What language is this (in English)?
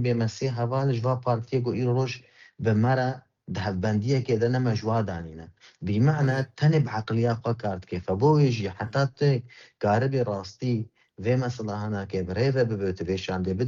Kurdish